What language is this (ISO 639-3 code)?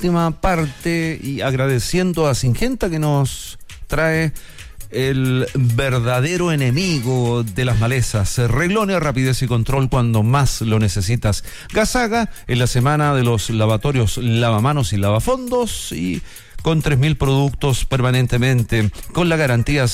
spa